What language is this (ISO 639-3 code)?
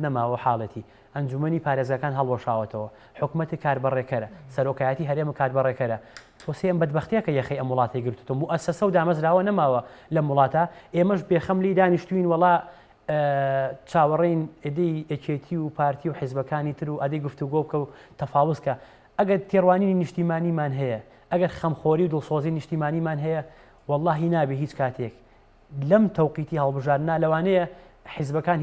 ckb